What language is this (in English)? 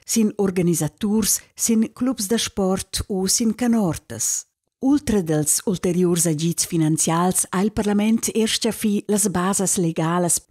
Romansh